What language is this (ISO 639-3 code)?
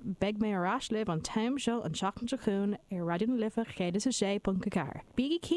gle